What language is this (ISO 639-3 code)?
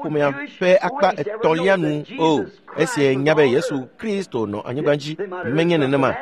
ewe